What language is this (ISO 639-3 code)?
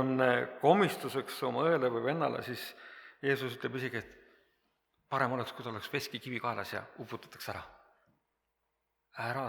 est